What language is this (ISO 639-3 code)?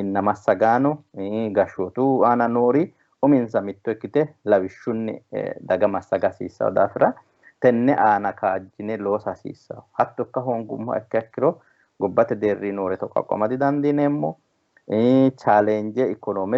sid